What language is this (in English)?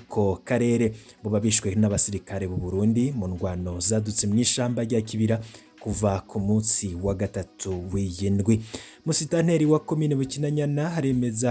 Rundi